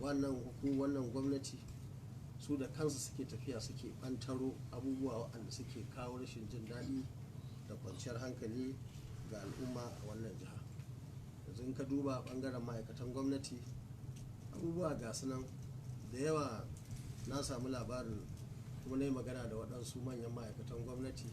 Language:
Hausa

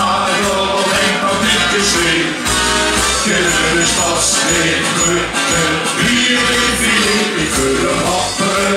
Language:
Limburgish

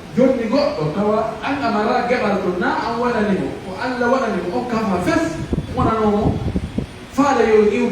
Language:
Pular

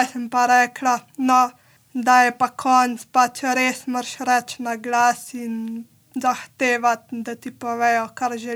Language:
Slovenian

